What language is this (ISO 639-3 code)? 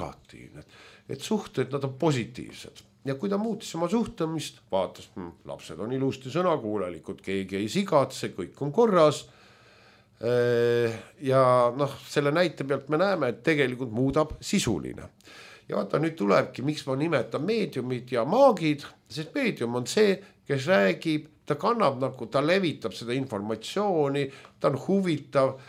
est